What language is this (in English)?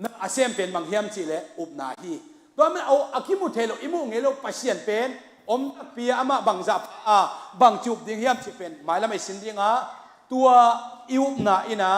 Hakha Chin